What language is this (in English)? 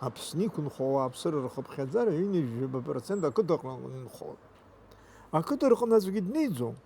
Abkhazian